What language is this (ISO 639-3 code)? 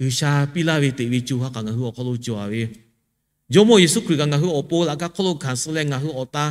lhu